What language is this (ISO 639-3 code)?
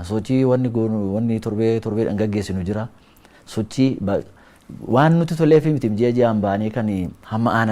orm